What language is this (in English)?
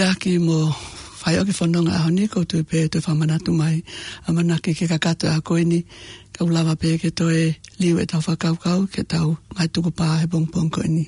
Tongan